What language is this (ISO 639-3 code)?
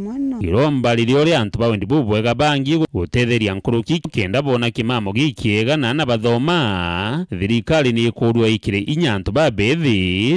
mer